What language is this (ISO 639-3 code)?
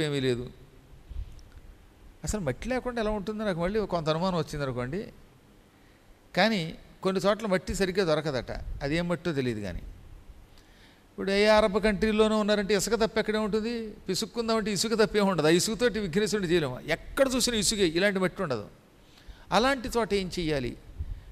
tel